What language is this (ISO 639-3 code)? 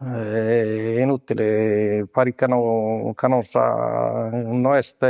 srd